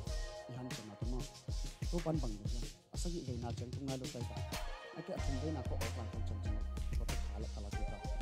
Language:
Tedim Chin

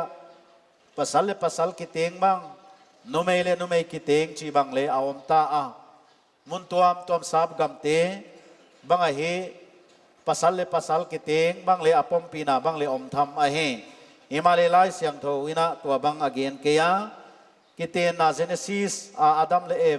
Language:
Paite Chin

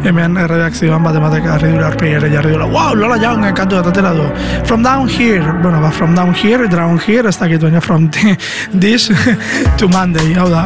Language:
Basque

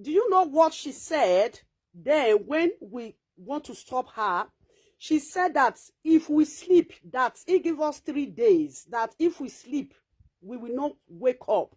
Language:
Nigerian Pidgin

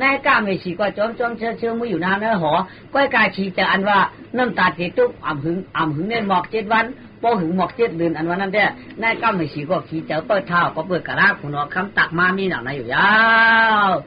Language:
Shan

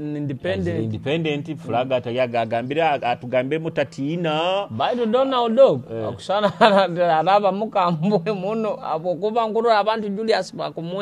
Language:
Nyoro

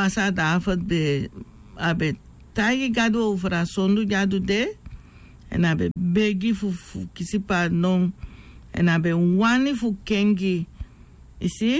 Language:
Sranan Tongo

